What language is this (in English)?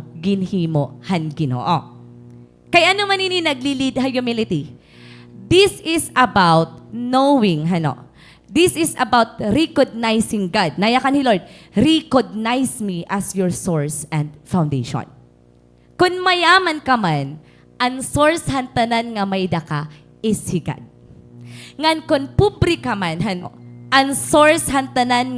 Waray